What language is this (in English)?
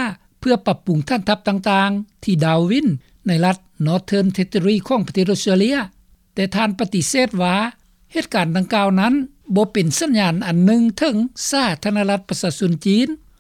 Lao